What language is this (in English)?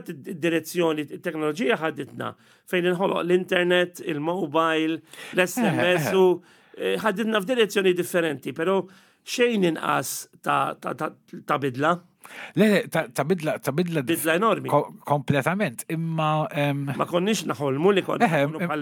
Maltese